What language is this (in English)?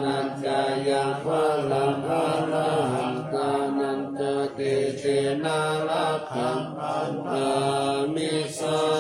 Pali